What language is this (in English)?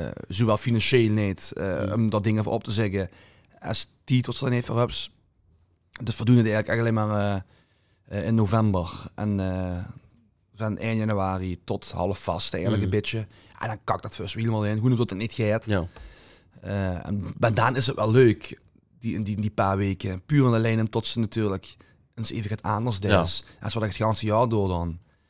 Limburgish